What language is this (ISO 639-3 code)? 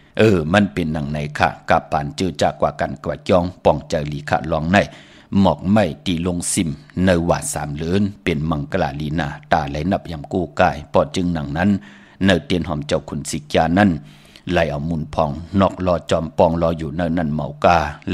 shn